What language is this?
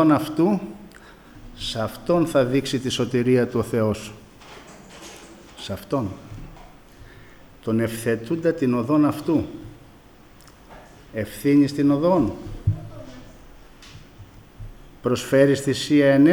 Greek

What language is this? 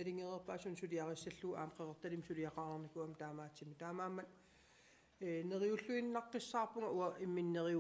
Kalaallisut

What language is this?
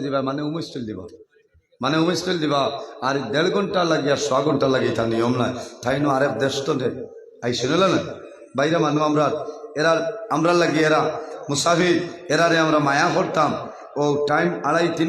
Sylheti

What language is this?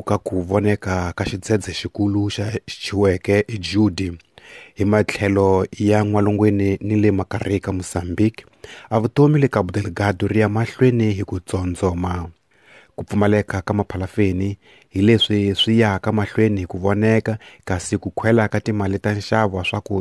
Tsonga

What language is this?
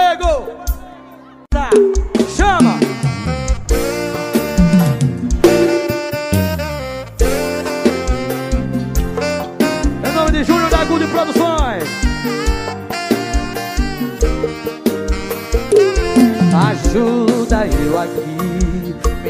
Portuguese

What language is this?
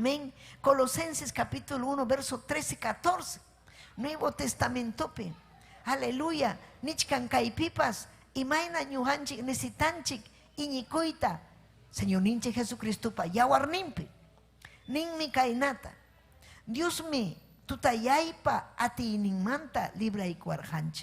Ayacucho Quechua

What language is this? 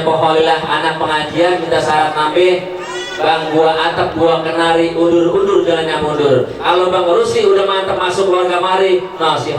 Betawi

